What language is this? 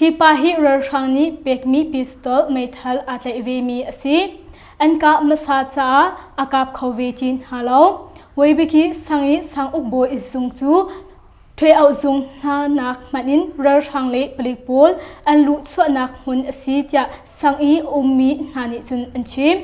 Hakha Chin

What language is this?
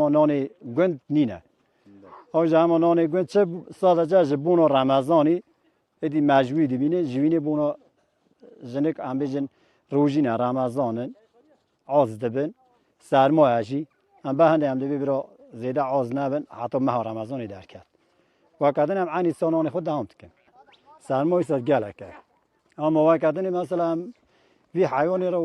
Kurdish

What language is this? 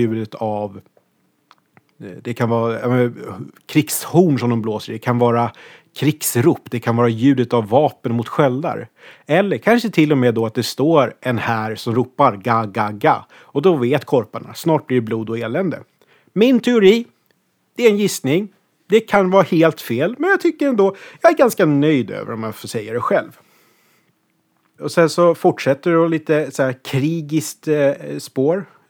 Swedish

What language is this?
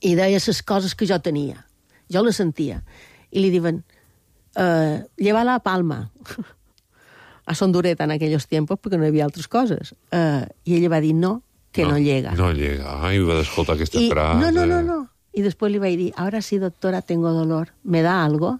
Catalan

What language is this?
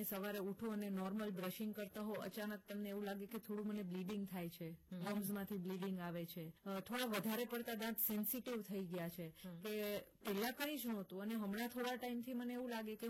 Gujarati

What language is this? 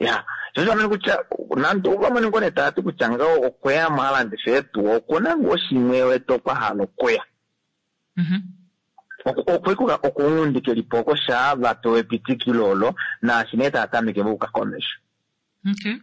Kuanyama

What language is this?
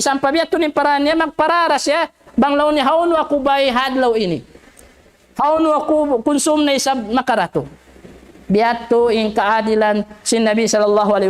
Tausug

